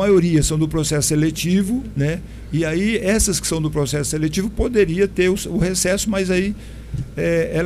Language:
Portuguese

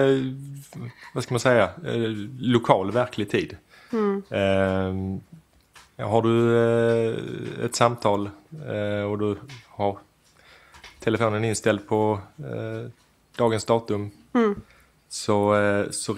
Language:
Swedish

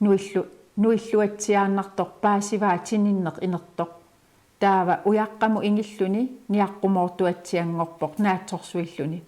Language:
Kalaallisut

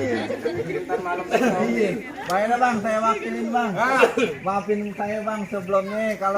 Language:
Betawi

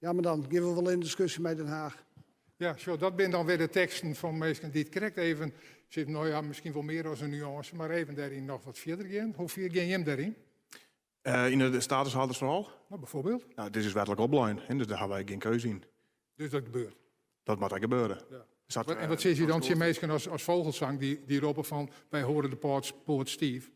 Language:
Western Frisian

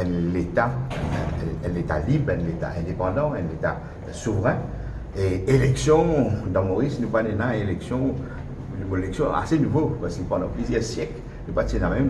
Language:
Morisyen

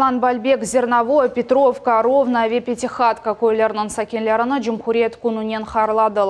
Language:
Crimean Tatar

